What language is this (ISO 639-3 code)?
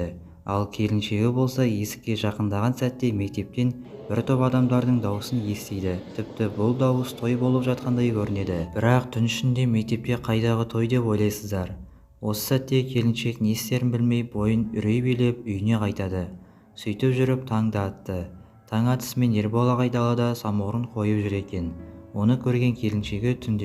kaz